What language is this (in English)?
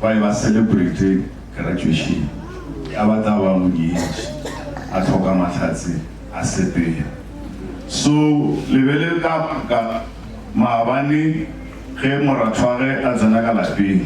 Northern Sotho